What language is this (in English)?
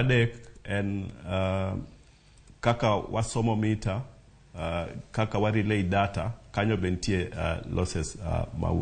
Luo (Kenya and Tanzania)